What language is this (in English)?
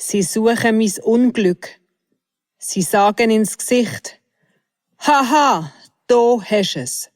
Swiss German